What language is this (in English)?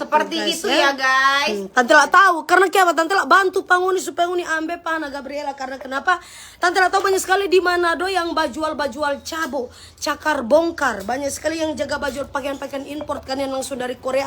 Manado Malay